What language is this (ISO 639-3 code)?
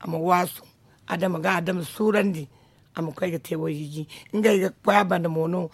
dje